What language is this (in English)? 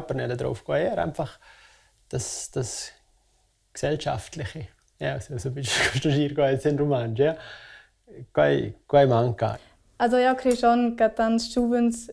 Romansh